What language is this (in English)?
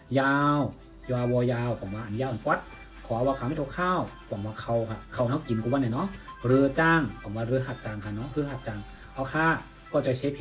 Shan